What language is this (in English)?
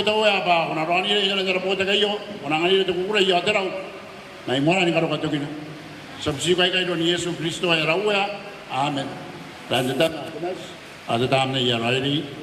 Gilbertese